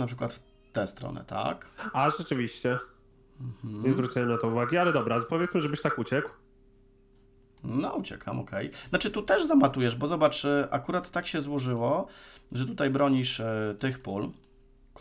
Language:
Polish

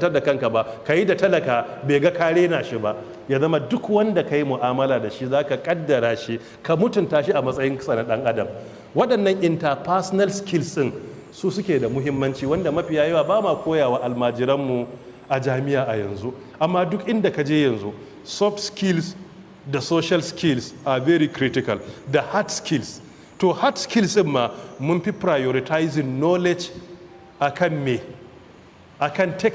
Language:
Hausa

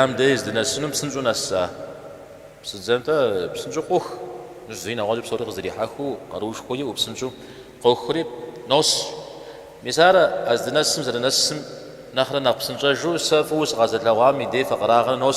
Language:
Kabardian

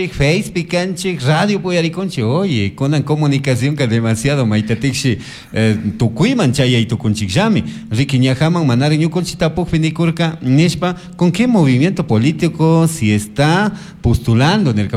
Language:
Chimborazo Highland Quichua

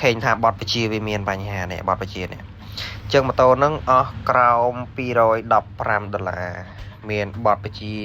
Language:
Khmer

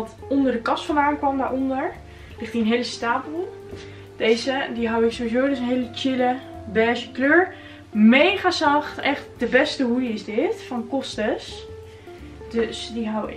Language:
Dutch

